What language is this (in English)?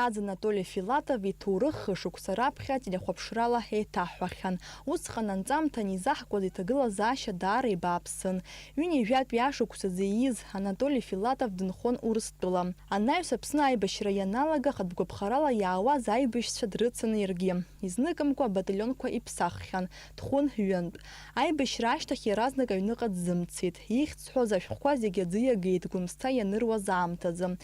Abkhazian